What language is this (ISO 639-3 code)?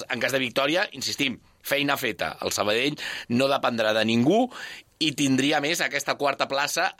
cat